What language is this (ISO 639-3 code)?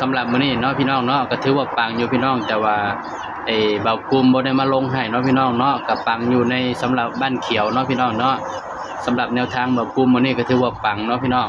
lao